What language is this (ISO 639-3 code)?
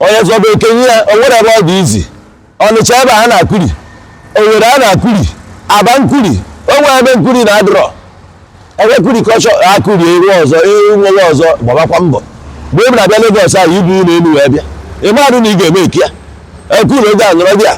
ibo